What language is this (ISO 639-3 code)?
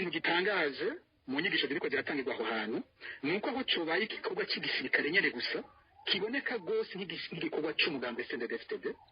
run